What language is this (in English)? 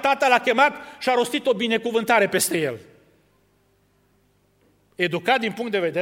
Romanian